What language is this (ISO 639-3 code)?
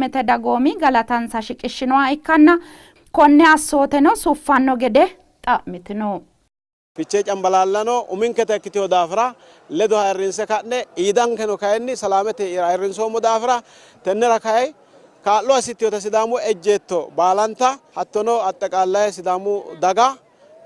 sid